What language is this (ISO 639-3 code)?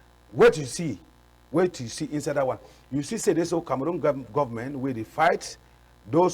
wes